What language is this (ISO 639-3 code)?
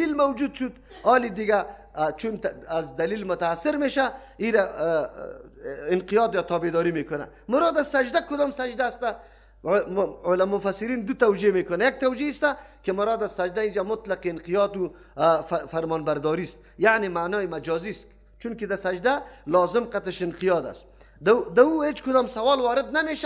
fas